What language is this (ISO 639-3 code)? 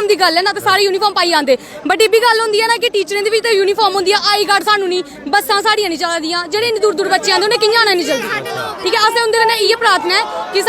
doi